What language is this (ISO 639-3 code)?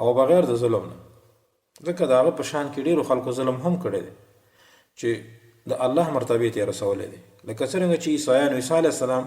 pus